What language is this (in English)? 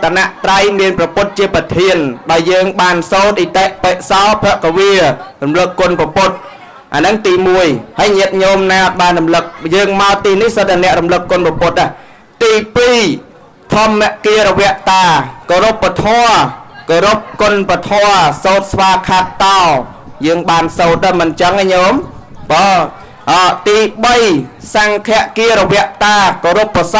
Khmer